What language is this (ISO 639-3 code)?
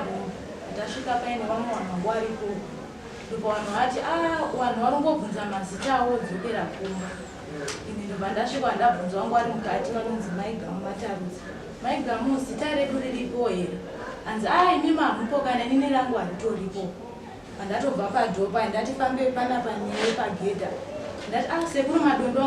sna